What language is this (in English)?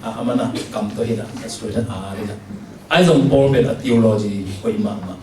Tedim Chin